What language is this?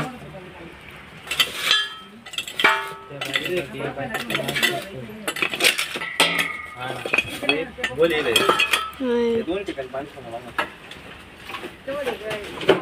Marathi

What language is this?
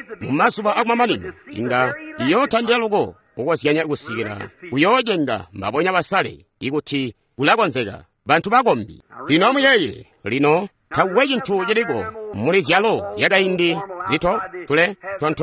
Tonga (Zambia)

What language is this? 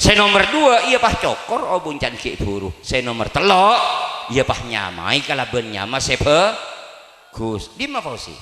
Madurese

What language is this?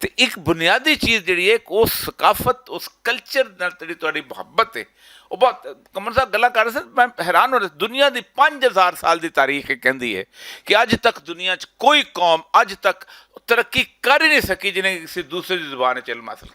Western Panjabi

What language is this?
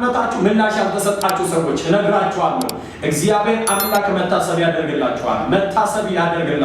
Amharic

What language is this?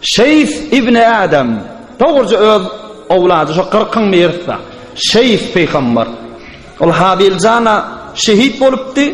Turkmen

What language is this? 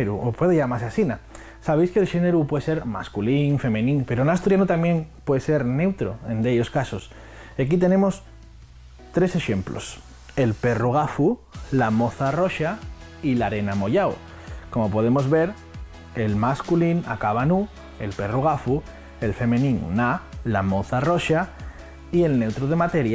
Asturian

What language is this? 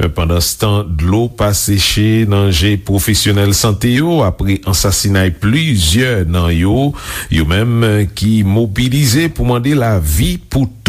Haitian Creole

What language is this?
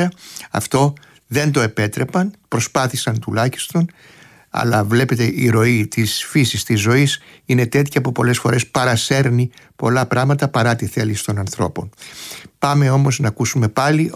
Greek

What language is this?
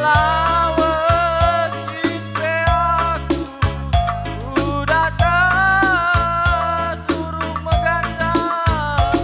Batak Karo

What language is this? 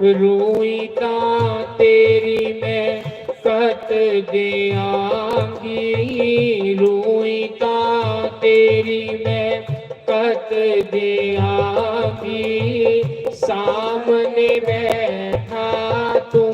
Dogri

